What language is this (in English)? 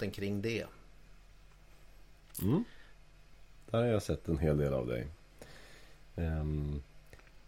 Swedish